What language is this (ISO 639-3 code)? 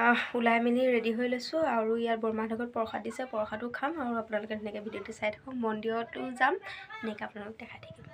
asm